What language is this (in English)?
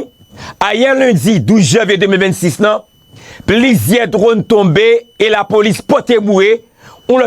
Haitian Creole